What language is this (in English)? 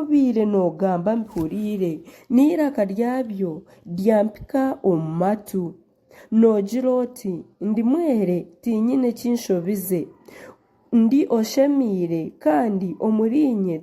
Nyankole